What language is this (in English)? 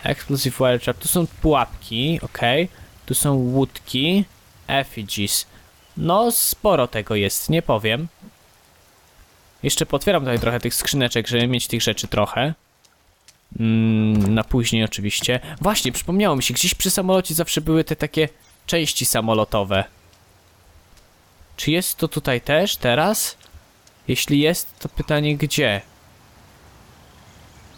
Polish